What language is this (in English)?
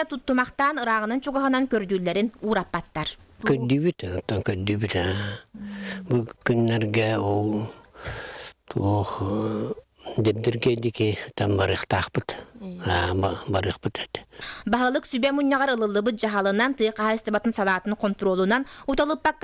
Yakut